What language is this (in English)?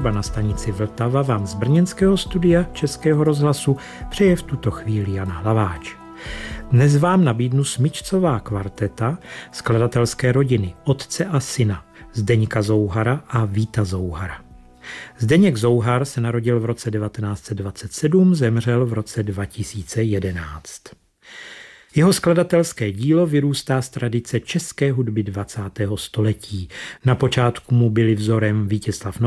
Czech